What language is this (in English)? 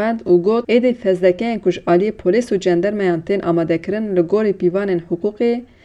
Kurdish